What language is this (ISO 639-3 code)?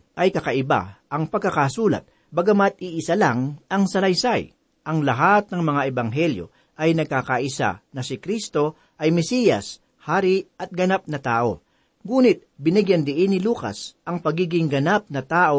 fil